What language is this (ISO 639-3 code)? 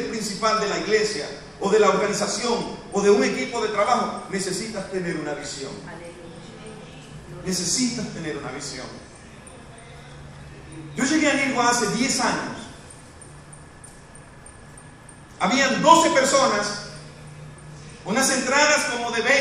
spa